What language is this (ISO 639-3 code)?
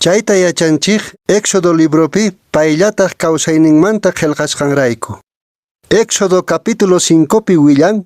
que